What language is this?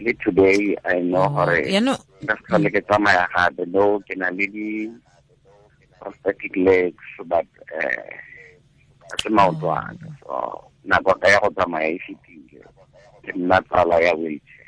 Tswana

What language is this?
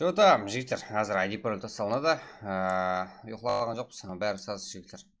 Kara-Kalpak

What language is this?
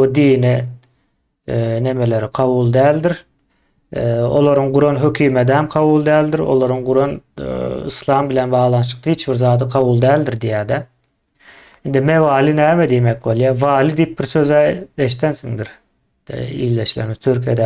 Turkmen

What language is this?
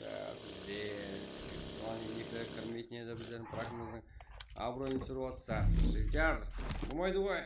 Kara-Kalpak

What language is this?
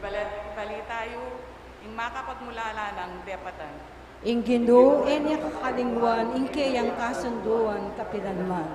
Pampanga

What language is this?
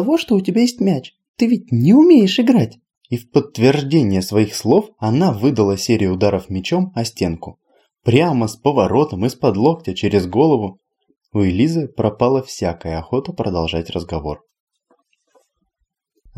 Russian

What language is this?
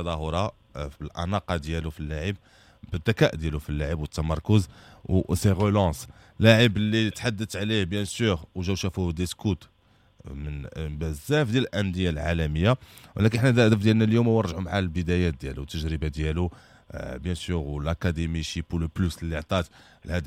Moroccan Arabic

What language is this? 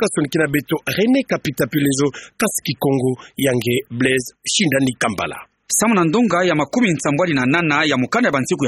Kituba (Democratic Republic of Congo)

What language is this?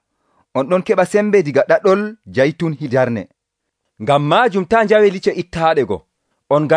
Nigerian Fulfulde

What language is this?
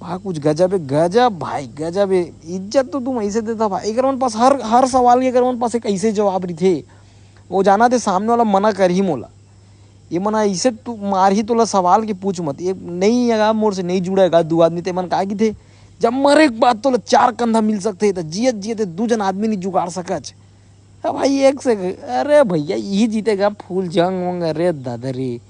Chhattisgarhi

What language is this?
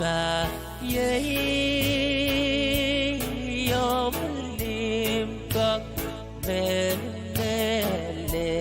Pohnpeian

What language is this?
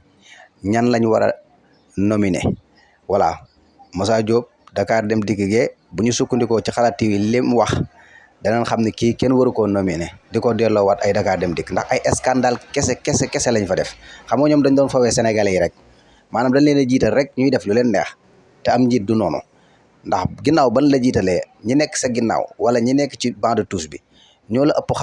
Wolof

